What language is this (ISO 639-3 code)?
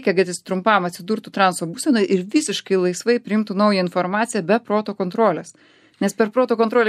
lit